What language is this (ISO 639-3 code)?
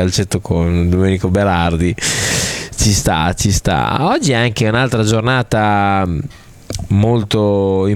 ita